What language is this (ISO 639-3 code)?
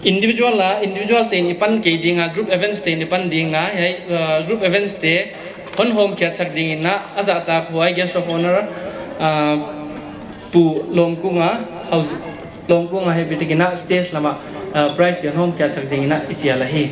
pck